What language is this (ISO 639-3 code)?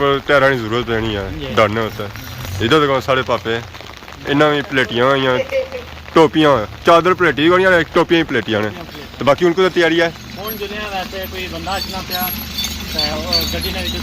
phr